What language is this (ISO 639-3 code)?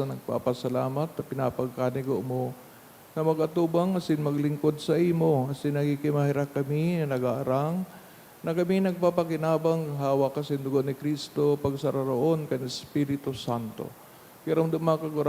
bik